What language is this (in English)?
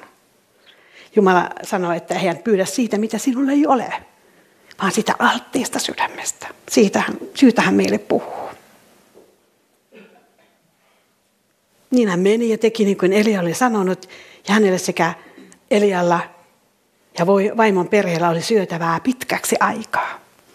Finnish